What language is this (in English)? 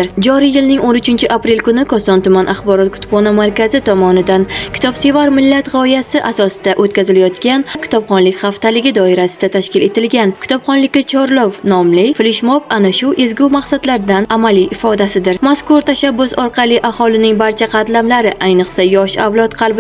Uzbek